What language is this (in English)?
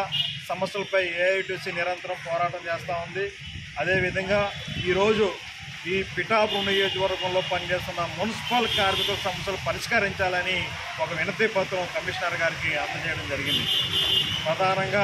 Telugu